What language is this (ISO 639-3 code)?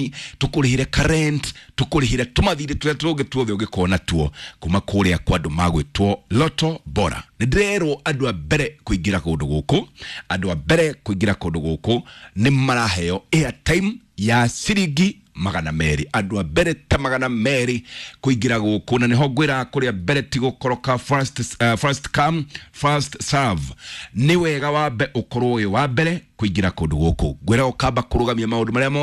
kik